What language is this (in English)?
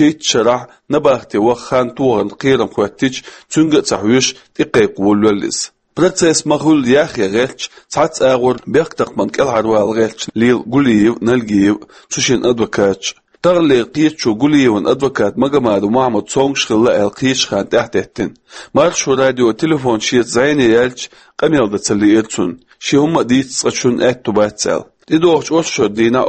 Chechen